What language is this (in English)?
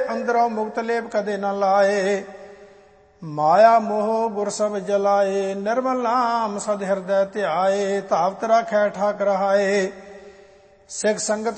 Punjabi